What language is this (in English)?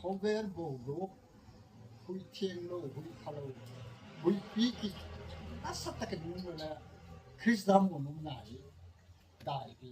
Gangte